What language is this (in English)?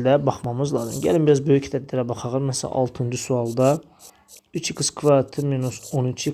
Azerbaijani